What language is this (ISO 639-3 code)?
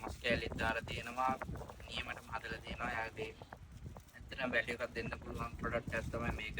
sin